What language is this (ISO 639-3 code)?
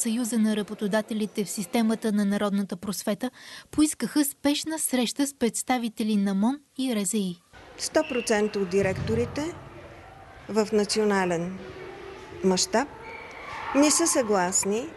bul